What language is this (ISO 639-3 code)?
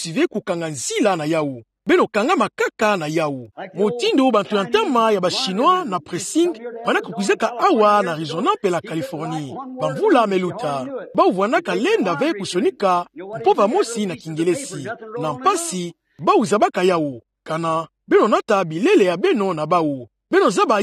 ktu